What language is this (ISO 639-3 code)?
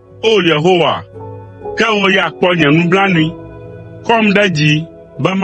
ewe